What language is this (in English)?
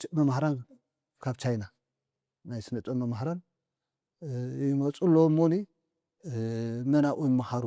Tigrinya